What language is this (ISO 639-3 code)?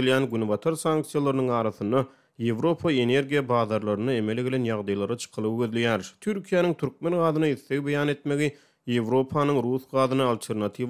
tuk